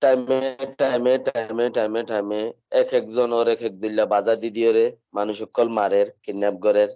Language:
Rohingya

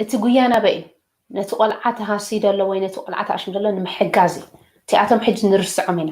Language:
Tigrinya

